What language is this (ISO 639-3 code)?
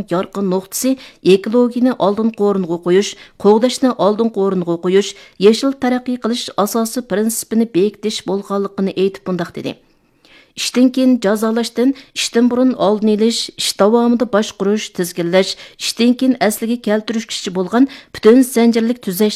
uig